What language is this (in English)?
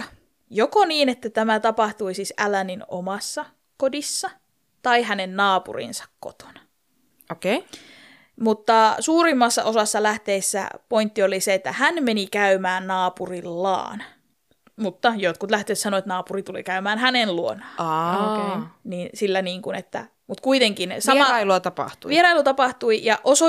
Finnish